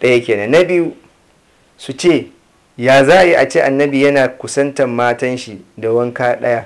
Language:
Hausa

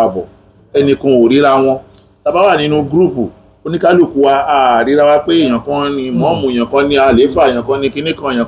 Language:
Yoruba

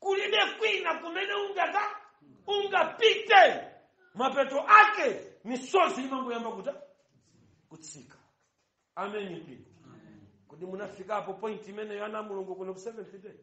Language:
Nyanja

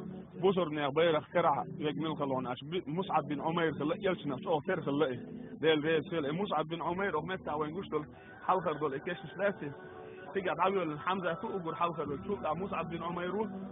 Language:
Chechen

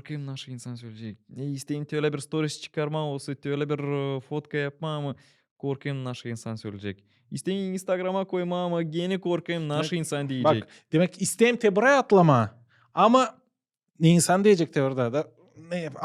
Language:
Gagauz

